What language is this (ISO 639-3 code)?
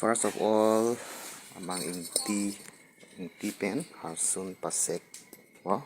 mjw